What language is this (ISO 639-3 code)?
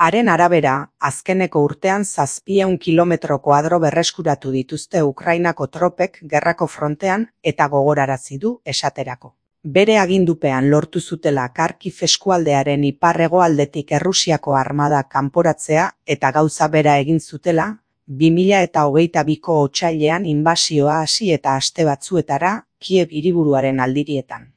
eus